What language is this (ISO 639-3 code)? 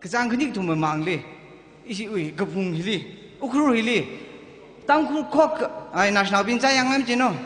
nmf